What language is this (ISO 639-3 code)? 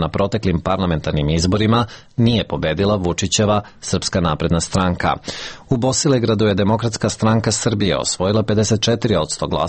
srp